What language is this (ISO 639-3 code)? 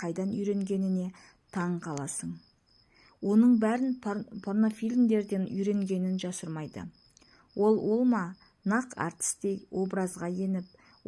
kaz